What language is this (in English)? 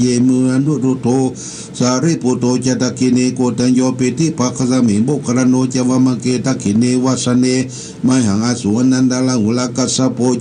Pali